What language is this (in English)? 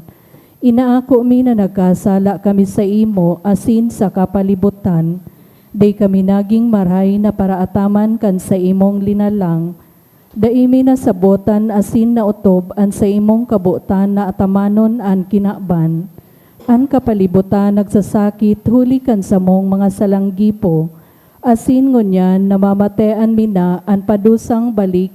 Bikol